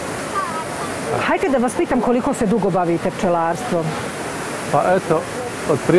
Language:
Bosnian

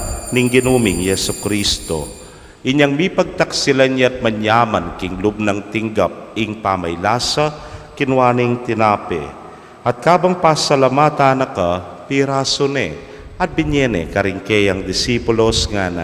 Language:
Pampanga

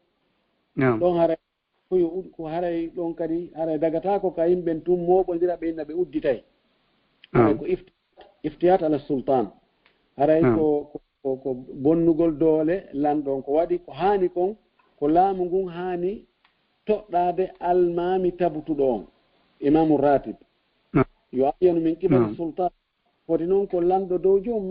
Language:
Fula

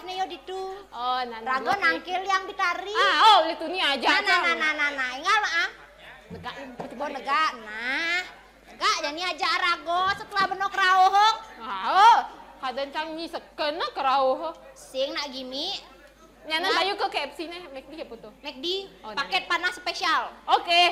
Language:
Balinese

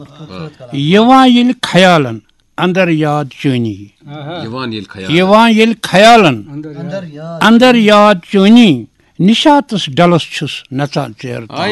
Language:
Kashmiri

